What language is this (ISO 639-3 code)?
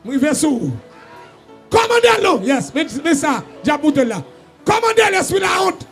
hat